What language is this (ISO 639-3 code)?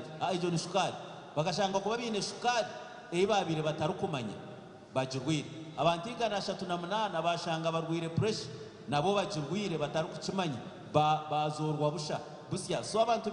nyn